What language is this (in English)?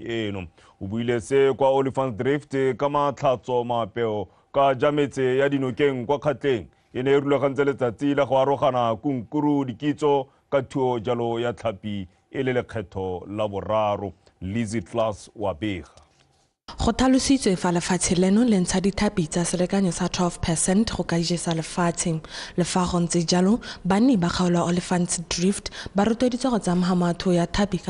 Tswana